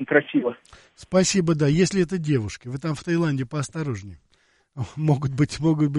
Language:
Russian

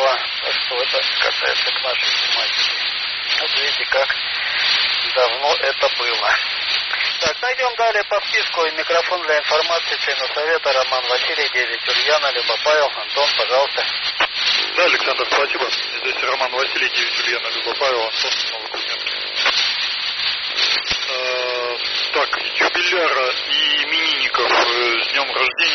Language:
Russian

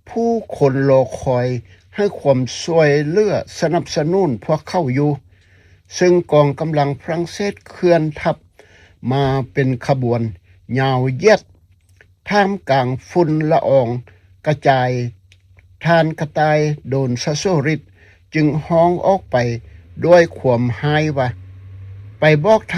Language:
Lao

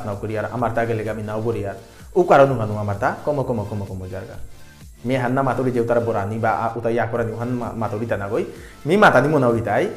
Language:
Bishnupriya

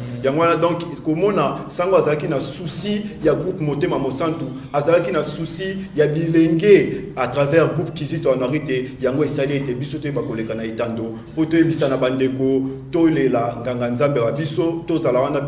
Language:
Lingala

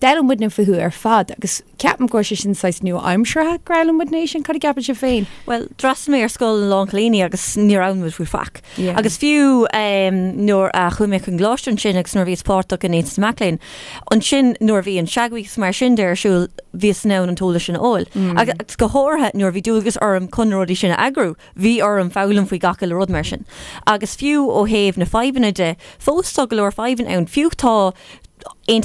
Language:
Irish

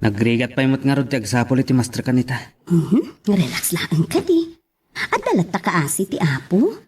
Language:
Iloko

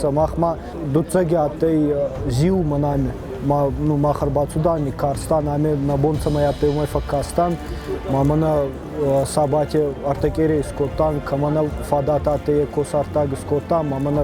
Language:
Ossetic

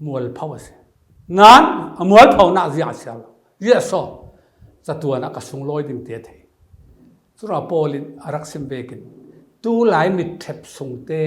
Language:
Falam Chin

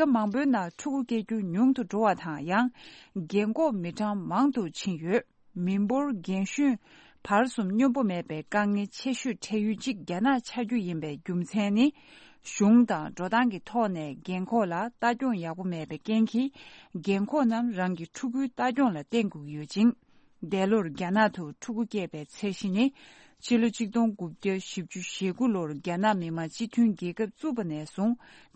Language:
Tibetan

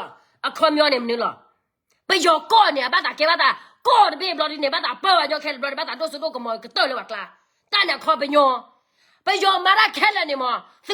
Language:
S'gaw Karen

